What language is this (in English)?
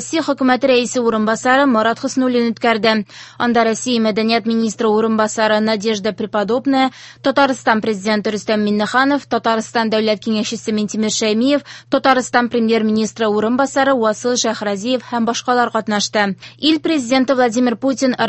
Tatar